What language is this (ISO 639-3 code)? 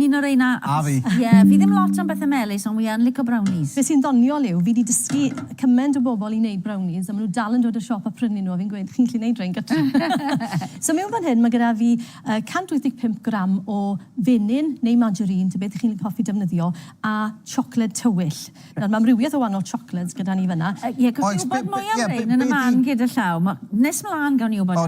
cym